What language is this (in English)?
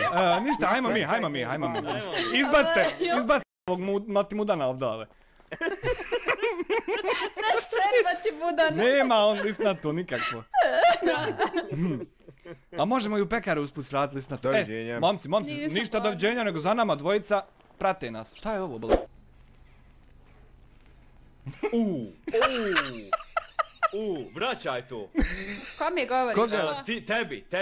Bosnian